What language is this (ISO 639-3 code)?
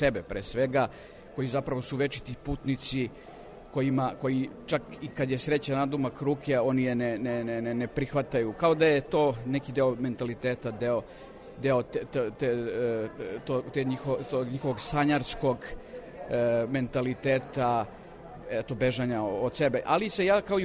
srp